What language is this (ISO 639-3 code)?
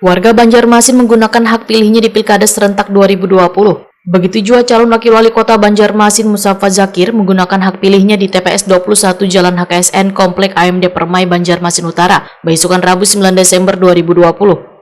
bjn